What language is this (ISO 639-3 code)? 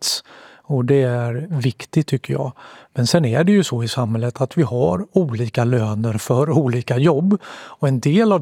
swe